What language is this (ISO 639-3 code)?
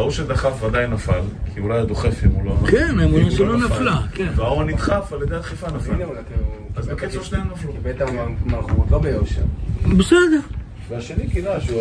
heb